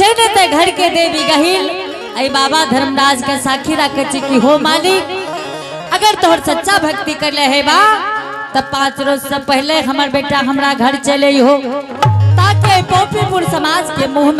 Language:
Angika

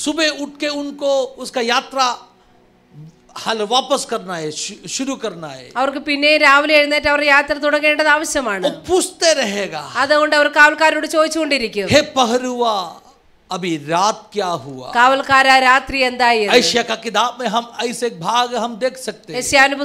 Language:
Malayalam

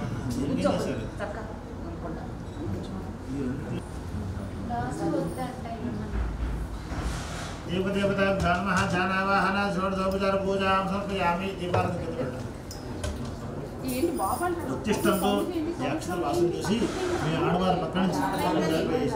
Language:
Telugu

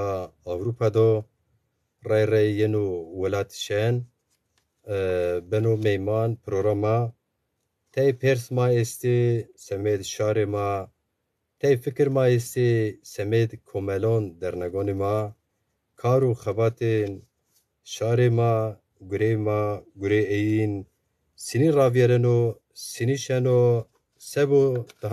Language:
Zaza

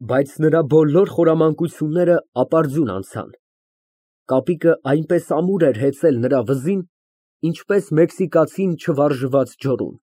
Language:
Armenian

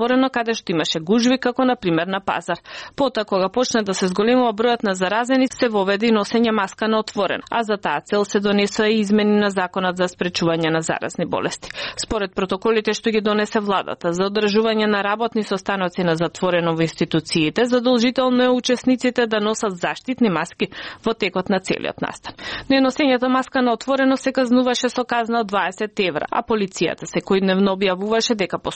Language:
Macedonian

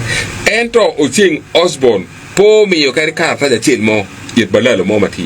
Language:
Acoli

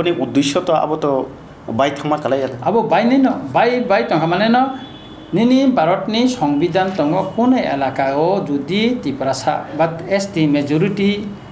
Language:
Kok Borok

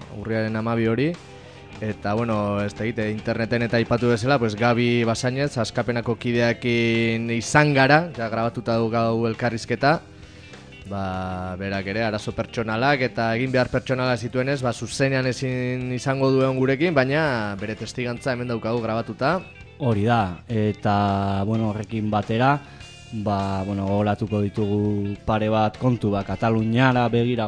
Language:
Basque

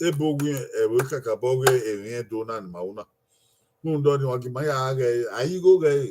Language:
Bini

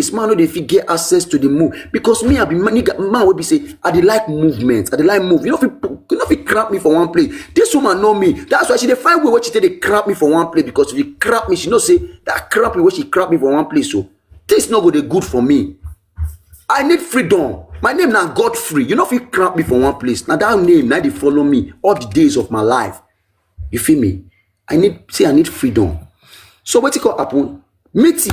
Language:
Nigerian Pidgin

